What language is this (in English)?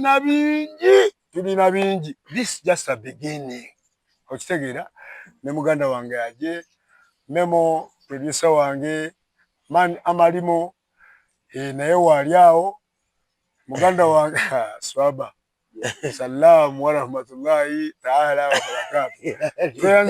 Ganda